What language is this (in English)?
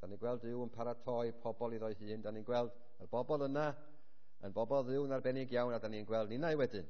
Welsh